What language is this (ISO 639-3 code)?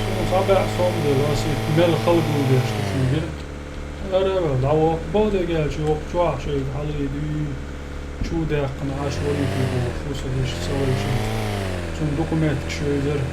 che